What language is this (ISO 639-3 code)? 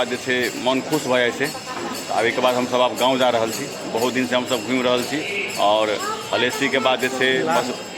mai